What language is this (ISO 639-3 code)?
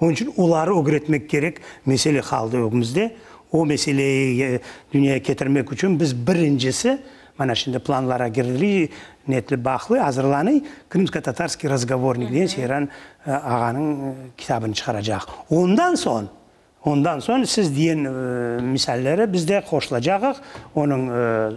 crh